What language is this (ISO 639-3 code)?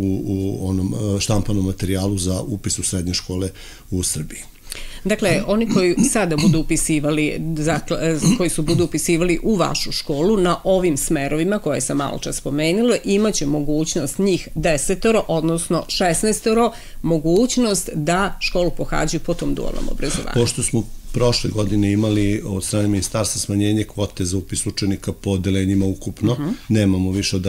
srp